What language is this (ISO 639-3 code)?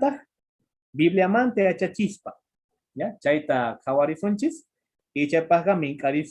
que